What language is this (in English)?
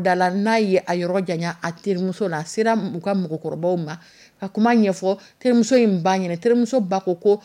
Dyula